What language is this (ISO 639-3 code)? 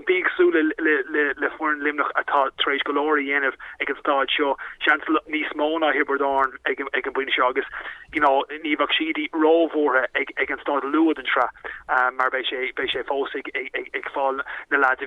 gle